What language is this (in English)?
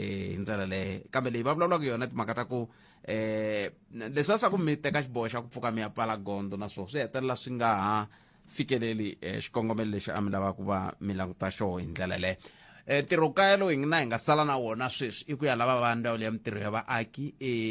Tsonga